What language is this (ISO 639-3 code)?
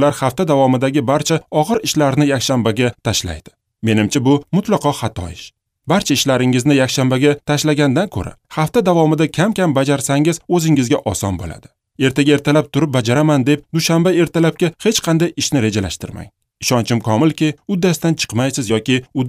uzb